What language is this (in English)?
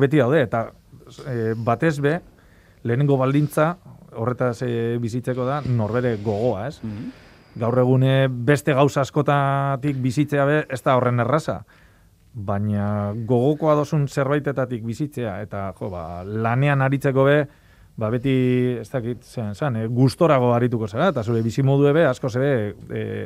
Basque